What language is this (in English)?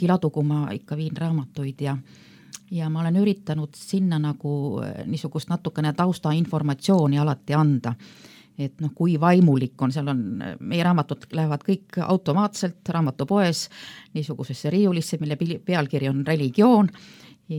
Estonian